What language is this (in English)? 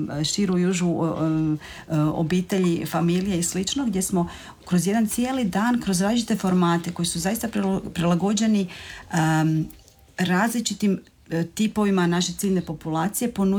Croatian